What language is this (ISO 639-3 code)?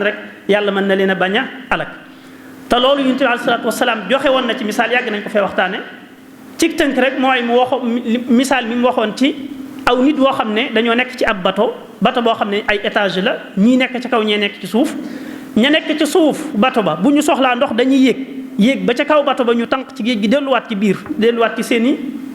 wol